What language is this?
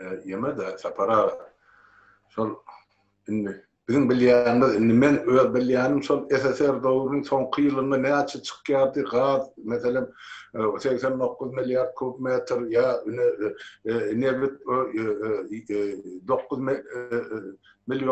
Turkmen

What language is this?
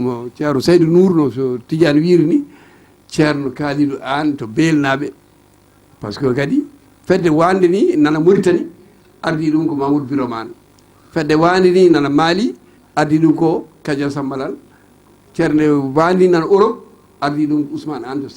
Fula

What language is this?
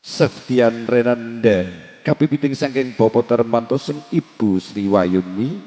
Javanese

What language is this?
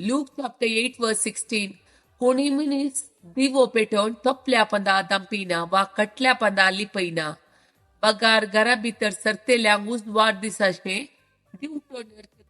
Konkani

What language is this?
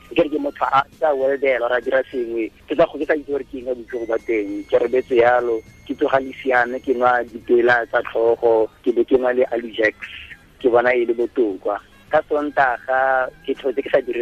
Tswana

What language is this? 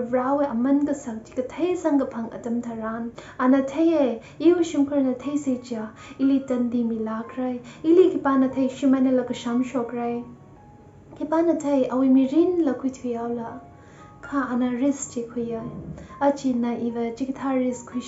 Tangkhul Naga (India)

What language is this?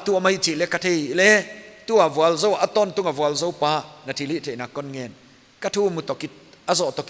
Paite Chin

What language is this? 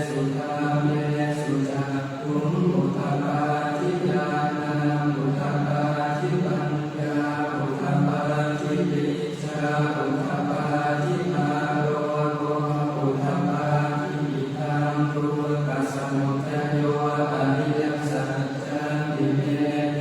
Pali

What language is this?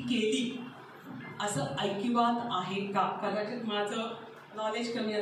Marathi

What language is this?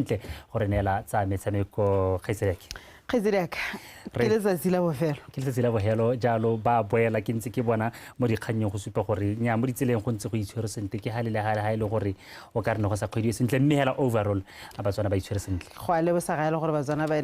Tswana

